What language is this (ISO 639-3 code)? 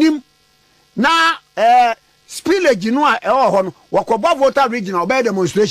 aka